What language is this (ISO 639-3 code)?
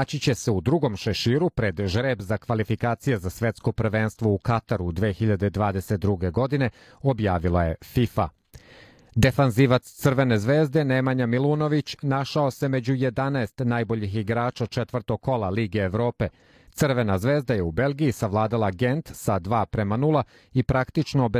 srp